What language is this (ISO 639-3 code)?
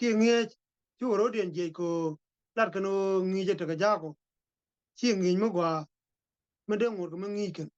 nus